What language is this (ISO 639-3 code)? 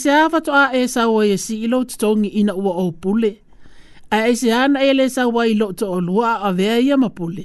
smo